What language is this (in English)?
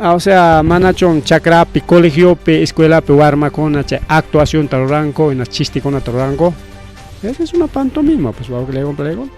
Ayacucho Quechua